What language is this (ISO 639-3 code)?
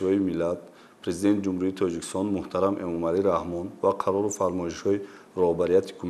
tgk